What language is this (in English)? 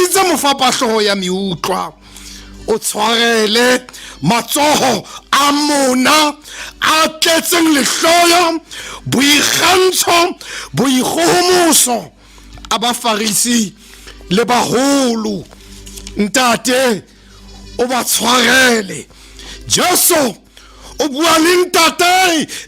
Southern Sotho